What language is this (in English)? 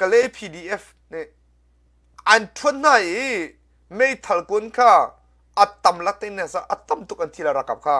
Hakha Chin